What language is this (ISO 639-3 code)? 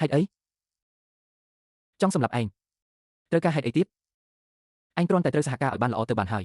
khm